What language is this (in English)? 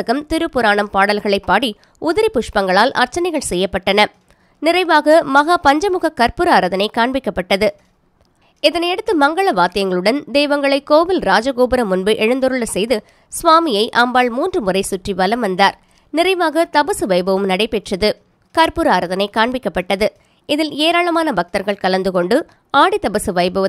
Tamil